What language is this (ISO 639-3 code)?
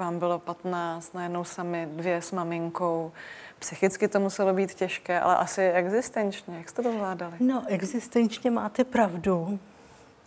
ces